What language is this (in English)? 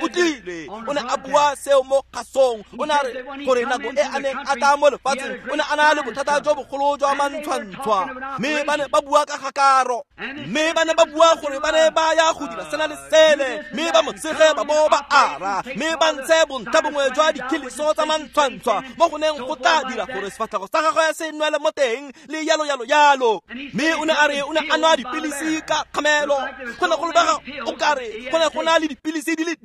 Tswana